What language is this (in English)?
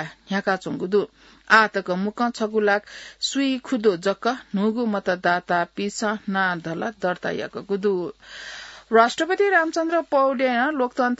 Newari